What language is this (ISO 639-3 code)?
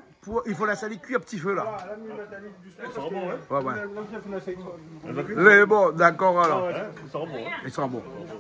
rcf